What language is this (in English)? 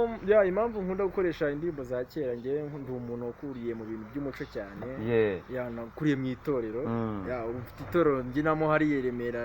Kinyarwanda